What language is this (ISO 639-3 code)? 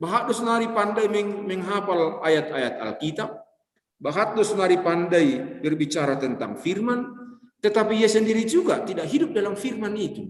bts